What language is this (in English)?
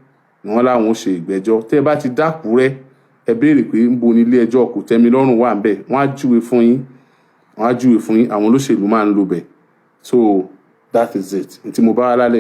Yoruba